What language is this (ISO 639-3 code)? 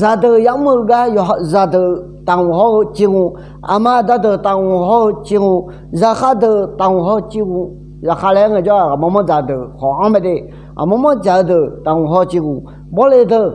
ahk